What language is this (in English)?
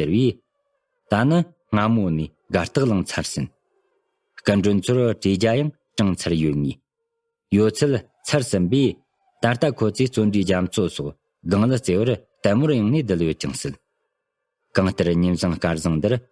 Tibetan